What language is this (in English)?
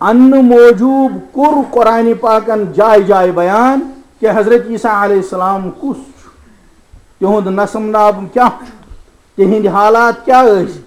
Kashmiri